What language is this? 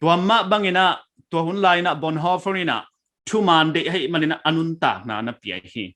Paite Chin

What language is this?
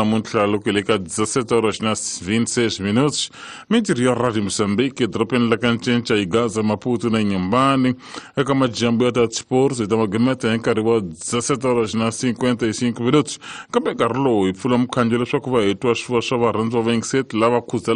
Tsonga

